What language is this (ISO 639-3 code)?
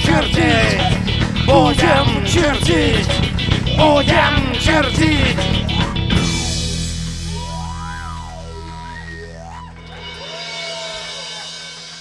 rus